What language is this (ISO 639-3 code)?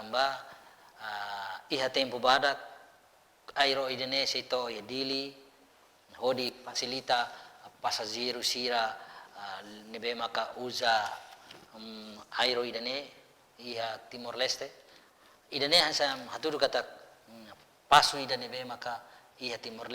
tet